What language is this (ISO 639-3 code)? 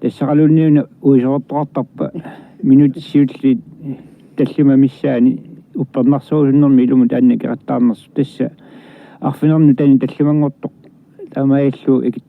kal